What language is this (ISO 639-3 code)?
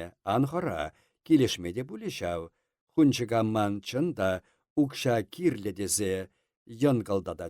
chv